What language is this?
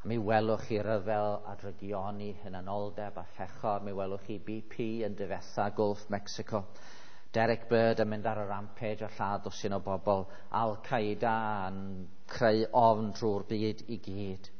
Welsh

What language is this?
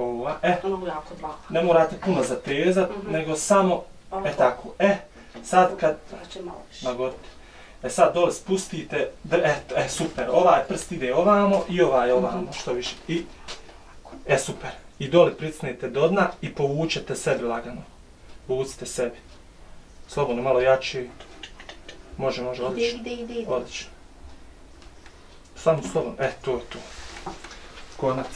Bosnian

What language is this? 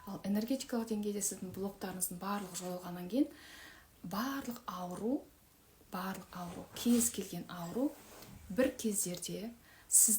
Kazakh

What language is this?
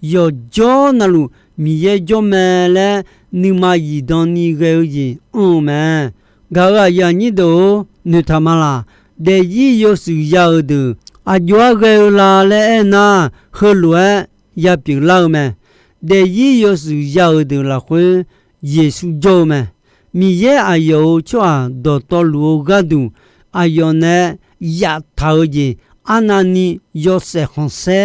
Akha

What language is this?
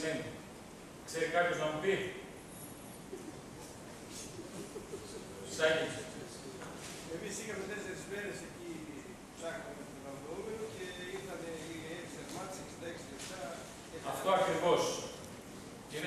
Greek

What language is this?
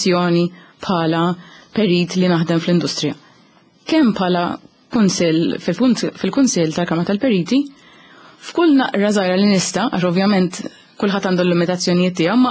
Maltese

